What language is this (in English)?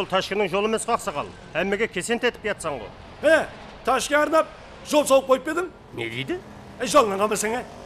Kara-Kalpak